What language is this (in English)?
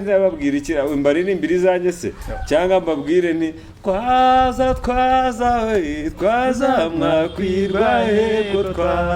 Kinyarwanda